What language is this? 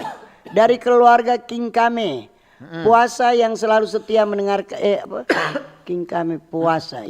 Manado Malay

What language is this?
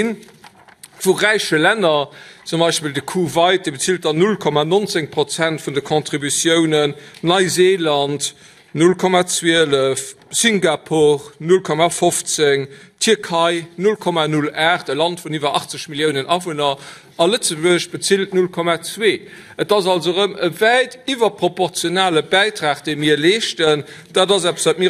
Luxembourgish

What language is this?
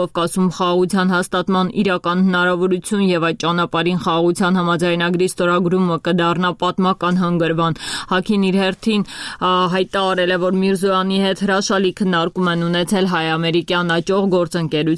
Armenian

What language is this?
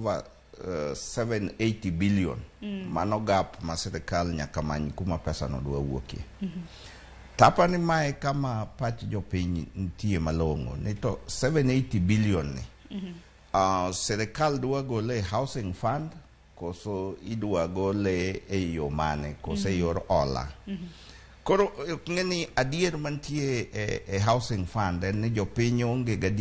Luo (Kenya and Tanzania)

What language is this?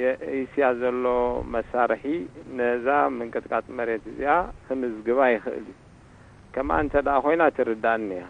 Tigrinya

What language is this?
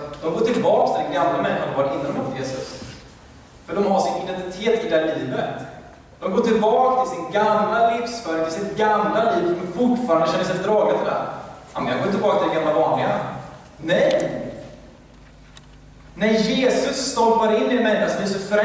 Swedish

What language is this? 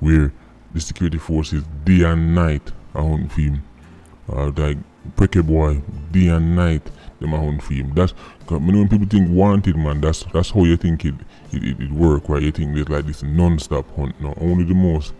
Jamaican Creole English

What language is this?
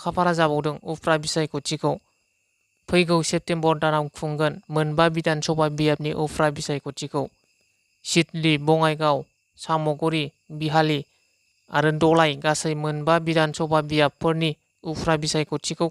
Bodo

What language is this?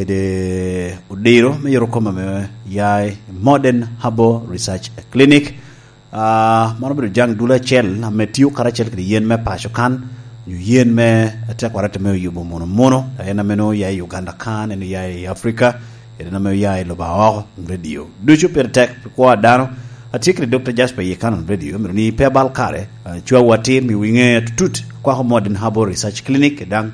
Lango (Uganda)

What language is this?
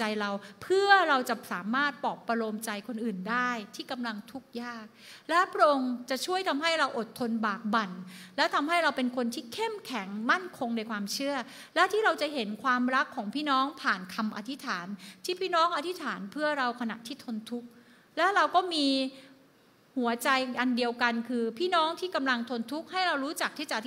Thai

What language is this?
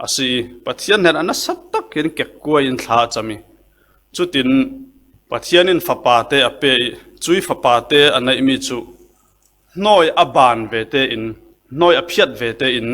Falam Chin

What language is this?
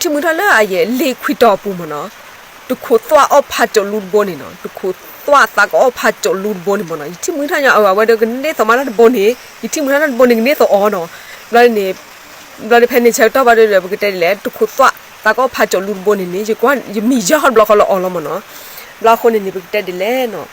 S'gaw Karen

